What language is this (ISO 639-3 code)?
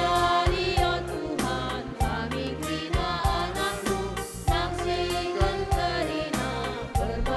btx